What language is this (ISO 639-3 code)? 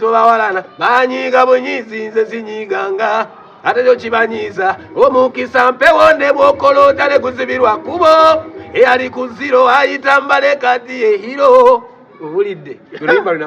lug